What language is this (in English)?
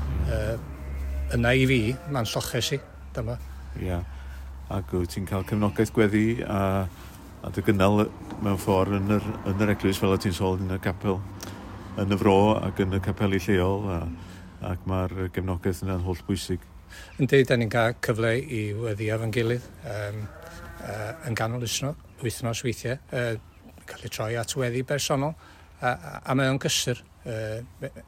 Welsh